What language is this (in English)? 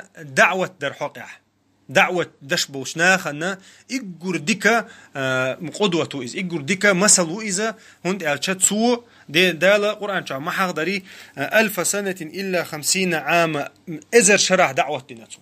Chechen